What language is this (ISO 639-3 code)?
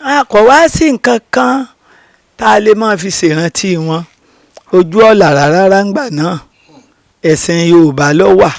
yor